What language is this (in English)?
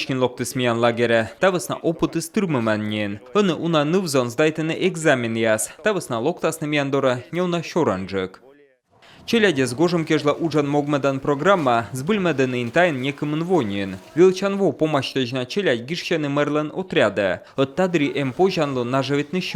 Komi